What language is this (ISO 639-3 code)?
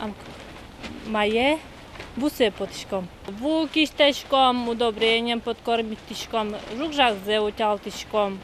udm